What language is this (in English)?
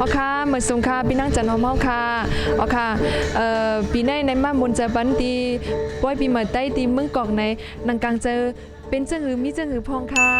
Shan